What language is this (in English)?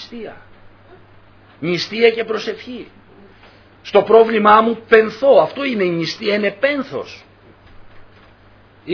Greek